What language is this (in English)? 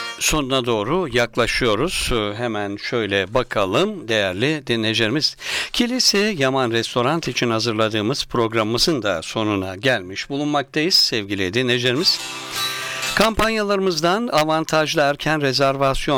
Turkish